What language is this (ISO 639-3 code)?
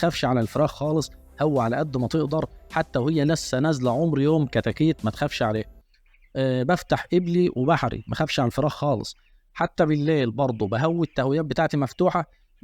arz